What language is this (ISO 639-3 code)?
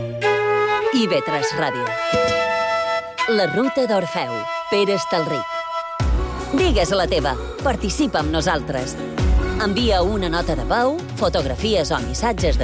cat